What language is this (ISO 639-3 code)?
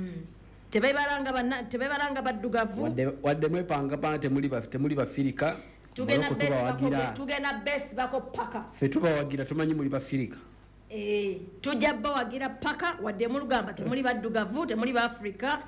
lug